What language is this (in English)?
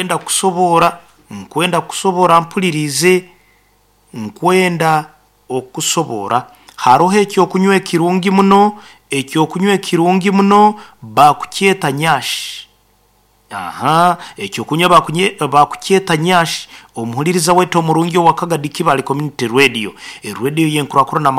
Nyoro